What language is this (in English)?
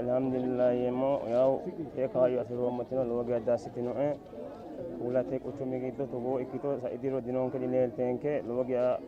Sidamo